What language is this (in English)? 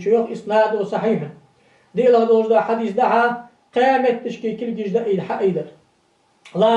Ingush